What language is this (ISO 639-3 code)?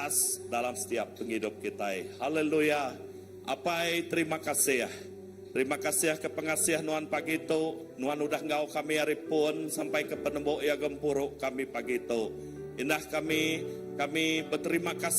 iba